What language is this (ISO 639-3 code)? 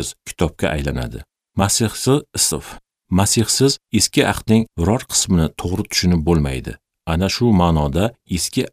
uzb